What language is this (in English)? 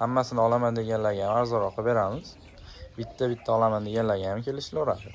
Uzbek